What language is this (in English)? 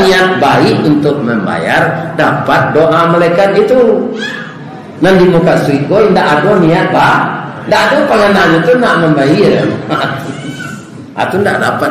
Minangkabau